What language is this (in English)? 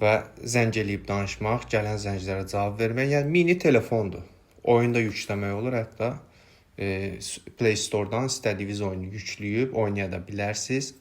Azerbaijani